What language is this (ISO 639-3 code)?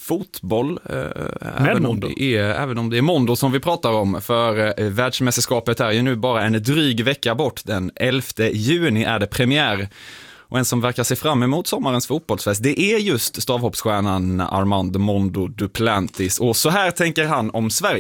swe